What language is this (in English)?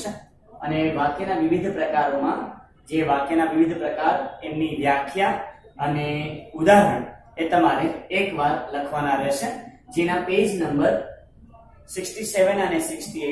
Gujarati